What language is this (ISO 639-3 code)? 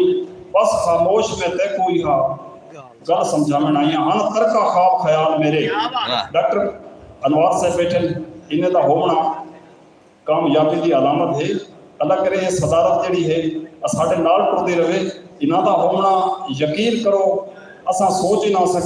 skr